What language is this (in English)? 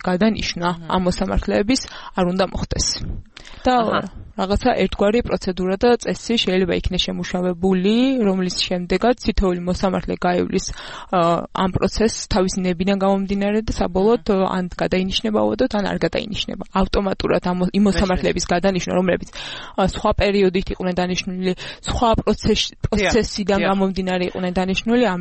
Georgian